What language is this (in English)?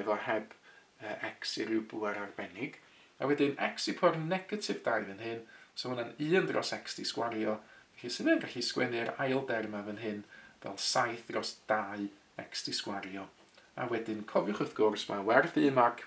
Welsh